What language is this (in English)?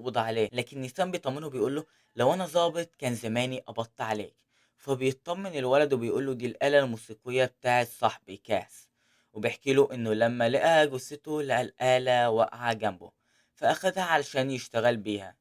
Egyptian Arabic